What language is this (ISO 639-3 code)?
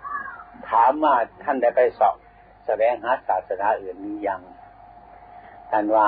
tha